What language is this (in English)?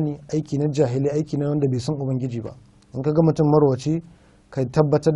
Hausa